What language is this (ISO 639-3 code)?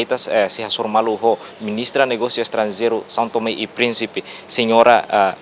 tet